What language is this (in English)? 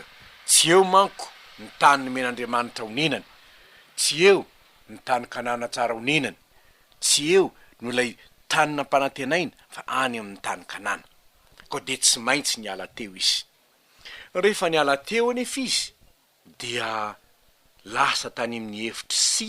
Malagasy